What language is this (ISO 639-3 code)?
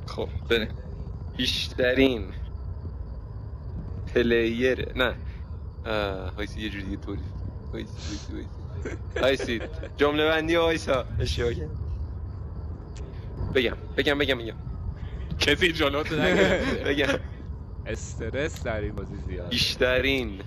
fas